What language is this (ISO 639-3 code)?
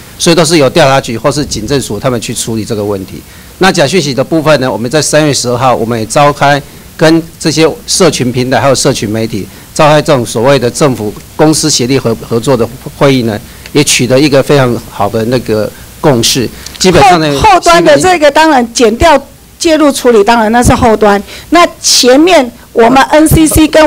zho